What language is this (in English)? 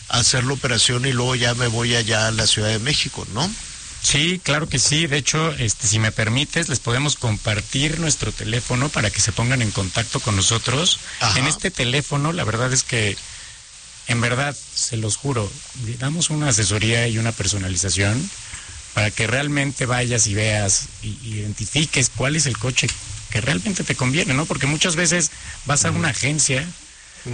Spanish